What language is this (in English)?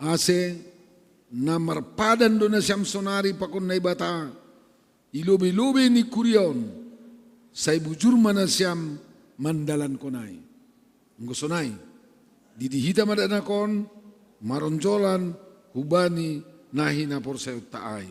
Batak Simalungun